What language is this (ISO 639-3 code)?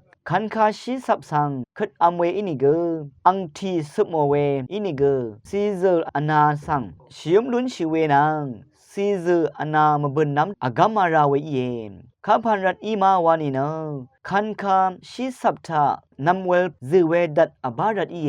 raw